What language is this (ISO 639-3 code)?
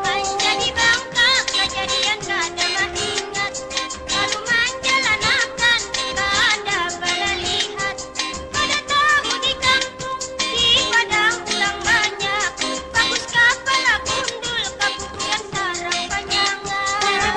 bjn